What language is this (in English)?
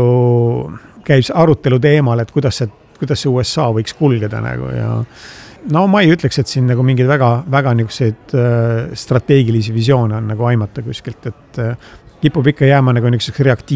Estonian